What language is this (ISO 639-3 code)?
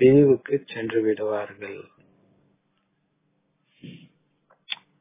tam